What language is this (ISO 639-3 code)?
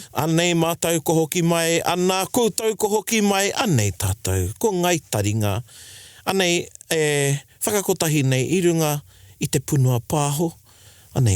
mri